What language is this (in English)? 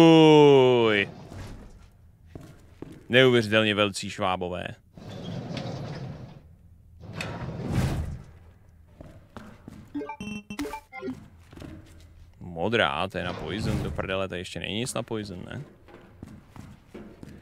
Czech